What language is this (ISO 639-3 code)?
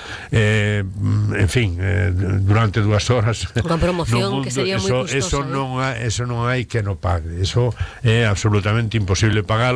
glg